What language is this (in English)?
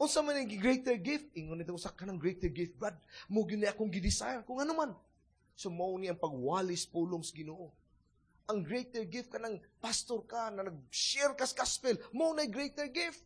Cebuano